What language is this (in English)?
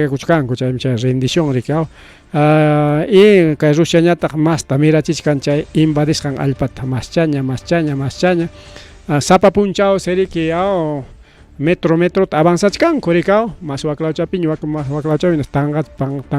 Ayacucho Quechua